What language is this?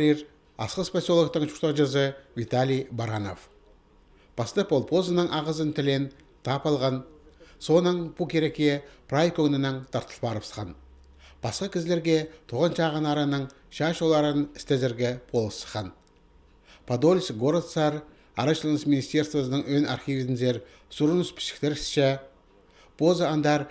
Khakas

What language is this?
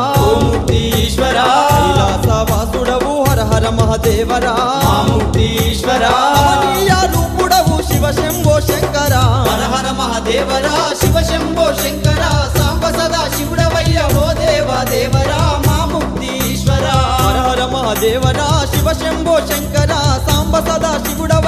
Telugu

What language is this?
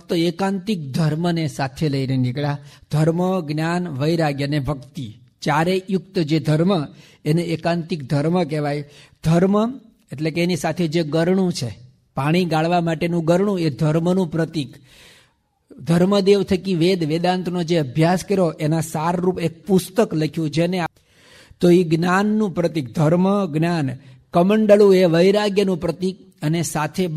Gujarati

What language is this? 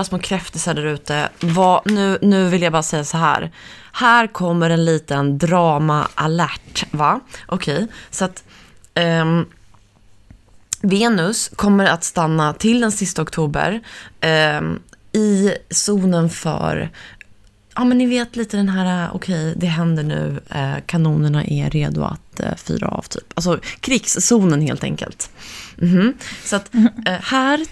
Swedish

